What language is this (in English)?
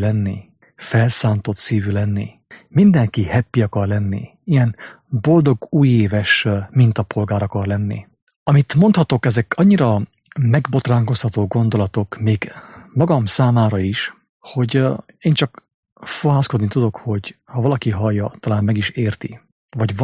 Hungarian